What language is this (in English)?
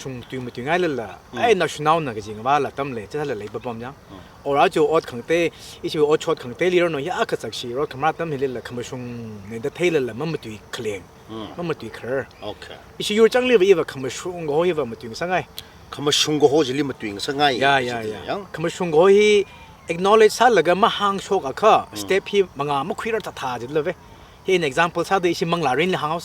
Tangkhul Naga (India)